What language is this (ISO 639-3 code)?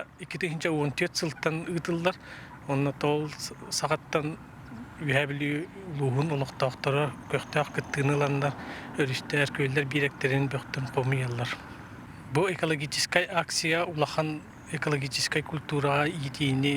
sah